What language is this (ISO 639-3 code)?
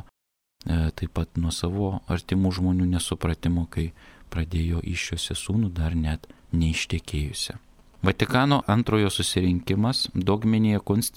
lit